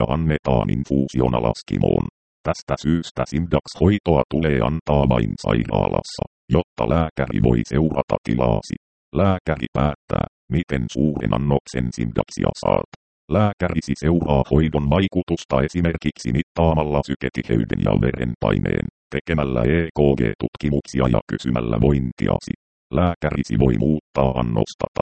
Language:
Finnish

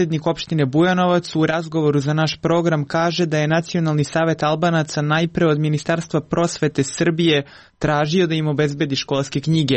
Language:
Serbian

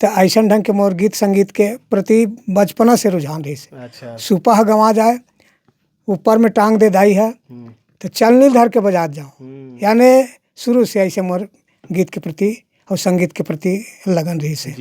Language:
Chhattisgarhi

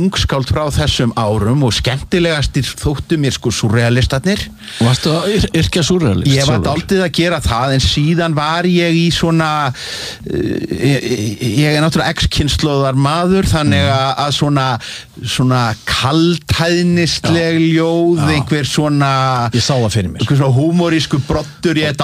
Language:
Icelandic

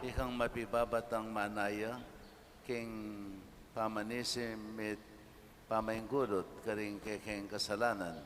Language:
Pampanga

